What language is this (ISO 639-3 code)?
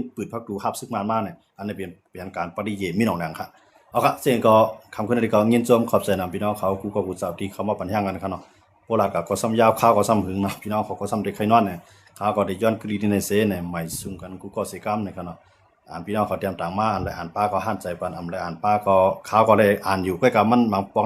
shn